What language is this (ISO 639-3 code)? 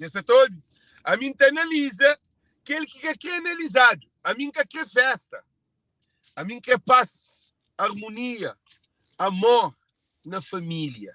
kea